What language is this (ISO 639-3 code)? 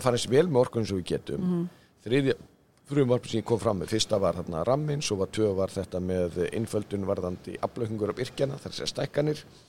isl